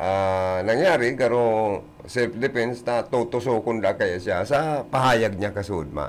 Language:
Bikol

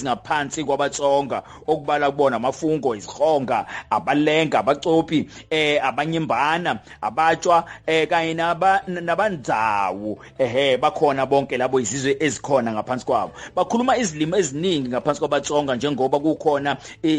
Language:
Zulu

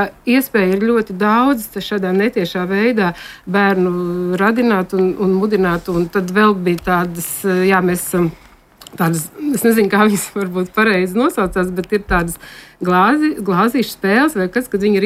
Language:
Latvian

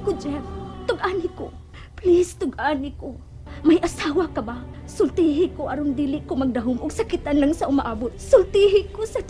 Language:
Cebuano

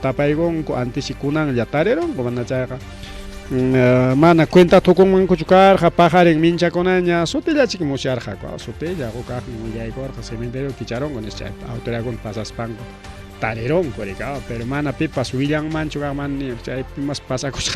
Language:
Ayacucho Quechua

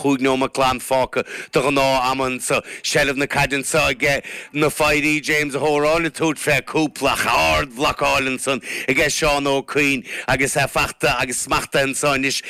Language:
Irish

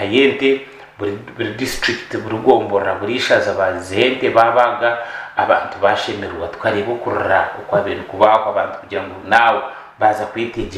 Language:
Nyankole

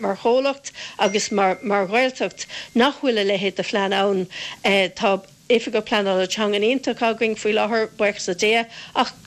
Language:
Irish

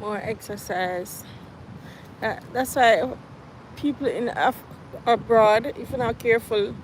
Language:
Jamaican Creole English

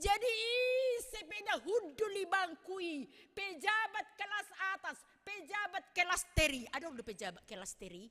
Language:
Batak Simalungun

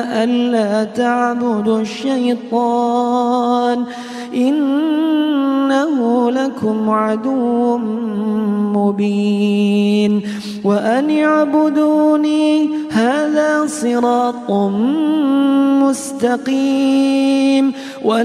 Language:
Arabic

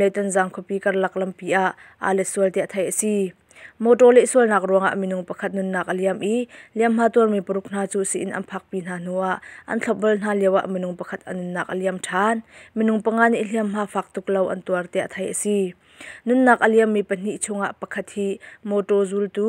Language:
Hakha Chin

